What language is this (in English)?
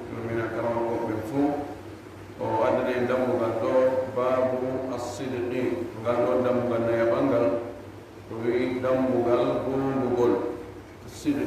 Fula